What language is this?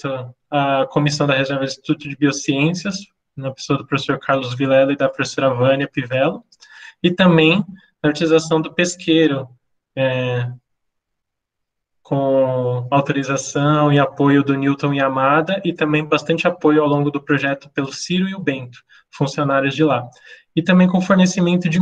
Portuguese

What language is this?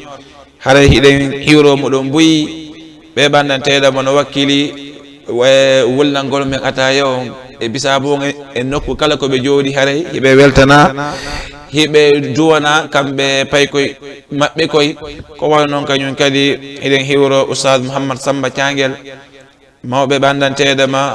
Fula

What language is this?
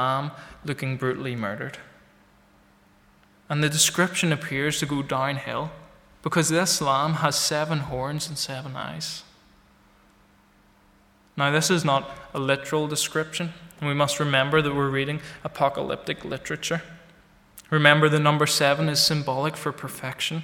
English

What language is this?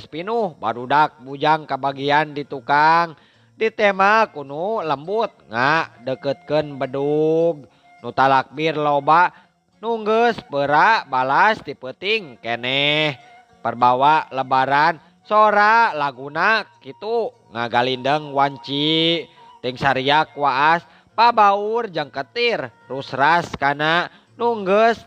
Sundanese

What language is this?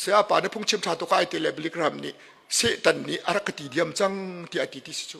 Hakha Chin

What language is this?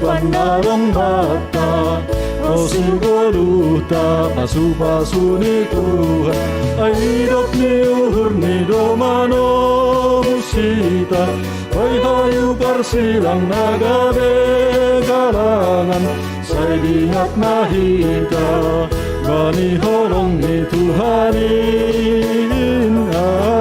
Batak Simalungun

